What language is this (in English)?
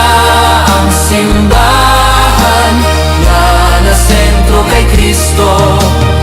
Hiligaynon